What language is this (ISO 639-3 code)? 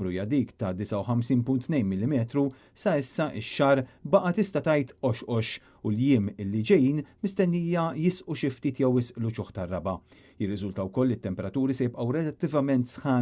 mlt